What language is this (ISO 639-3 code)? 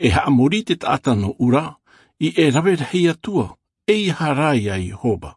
tah